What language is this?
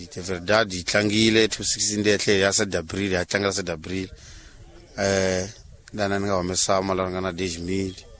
Tsonga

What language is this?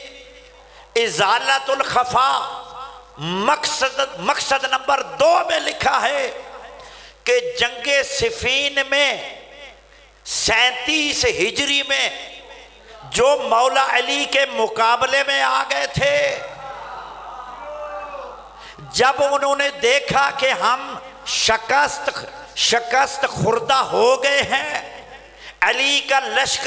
Urdu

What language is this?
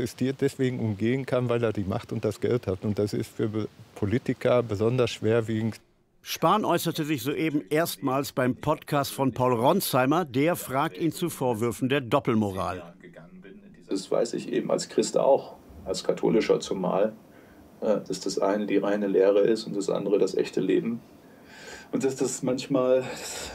German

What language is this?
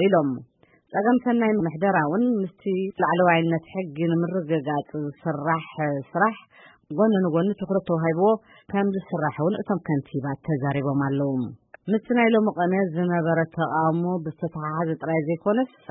Tigrinya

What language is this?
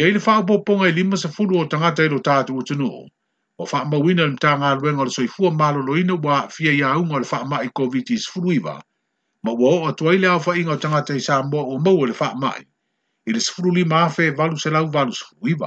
Samoan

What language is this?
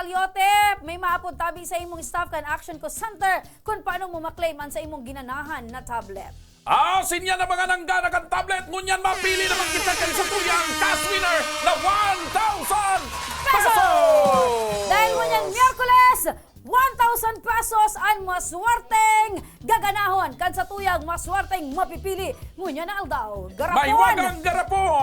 Bikol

